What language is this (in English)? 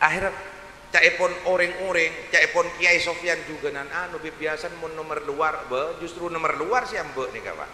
Madurese